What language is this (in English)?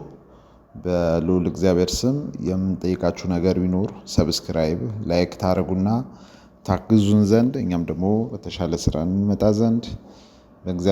Amharic